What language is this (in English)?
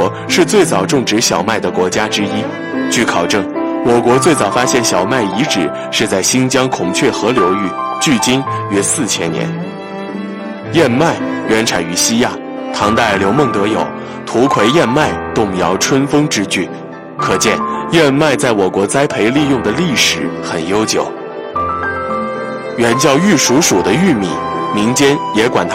Chinese